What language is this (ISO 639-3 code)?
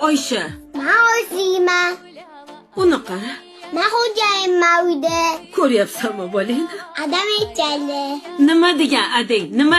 uzb